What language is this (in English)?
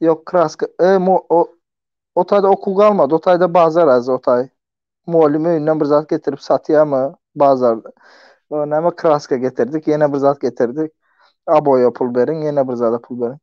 Turkmen